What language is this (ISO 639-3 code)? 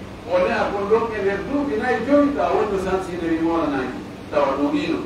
fuf